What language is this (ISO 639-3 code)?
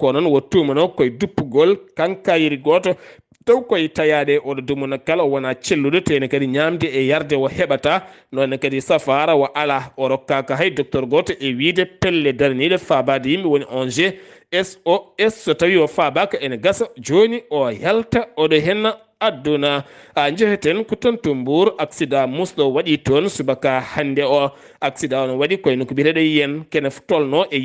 ful